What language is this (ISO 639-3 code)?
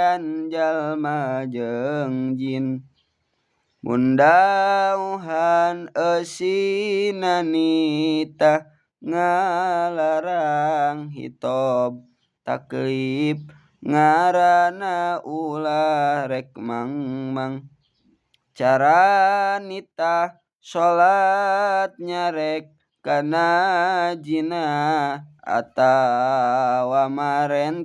sun